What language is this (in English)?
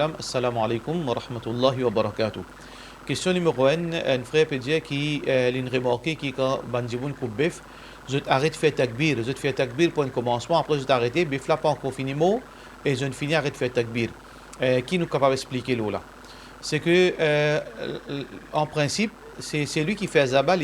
Morisyen